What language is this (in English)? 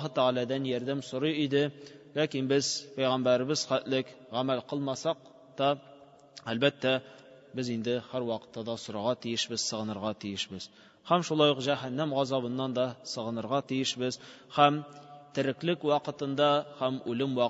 Tatar